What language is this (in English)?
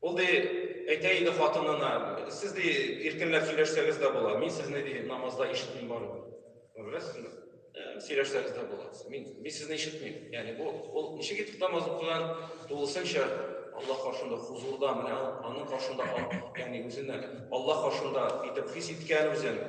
Tatar